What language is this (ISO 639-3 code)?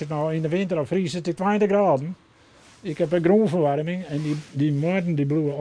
fry